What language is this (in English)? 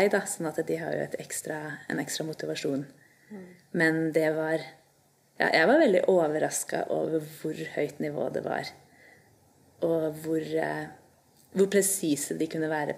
Norwegian